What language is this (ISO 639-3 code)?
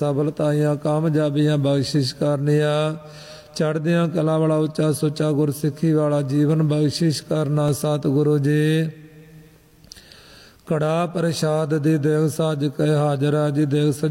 pan